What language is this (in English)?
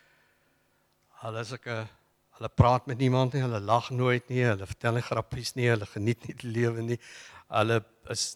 Afrikaans